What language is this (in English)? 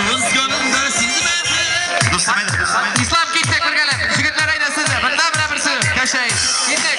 Tatar